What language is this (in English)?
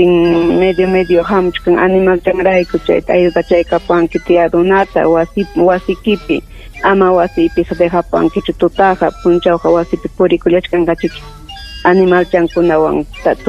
Ayacucho Quechua